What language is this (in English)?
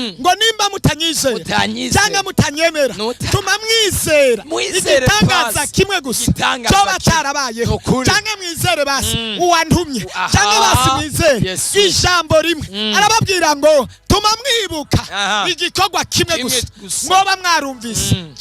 Rundi